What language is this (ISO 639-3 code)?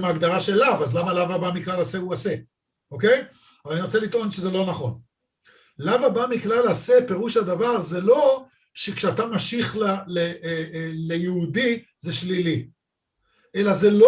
heb